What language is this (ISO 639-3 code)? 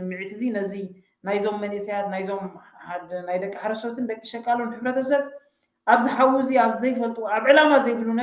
tir